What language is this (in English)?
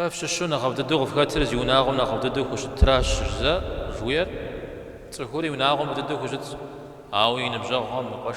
Kabardian